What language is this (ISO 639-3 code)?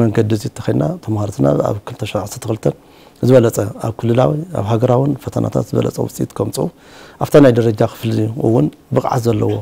tir